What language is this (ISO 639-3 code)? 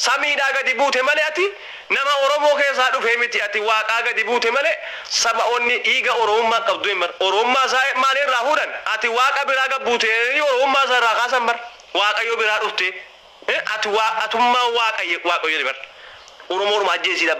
orm